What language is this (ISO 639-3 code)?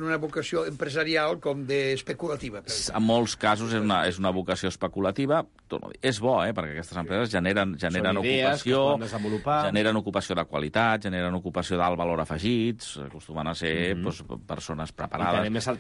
cat